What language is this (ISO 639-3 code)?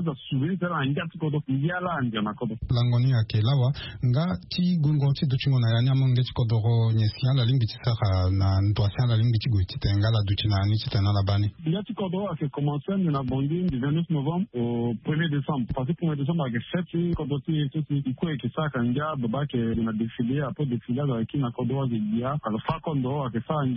sag